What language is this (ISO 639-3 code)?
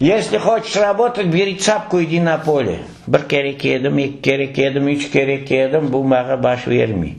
crh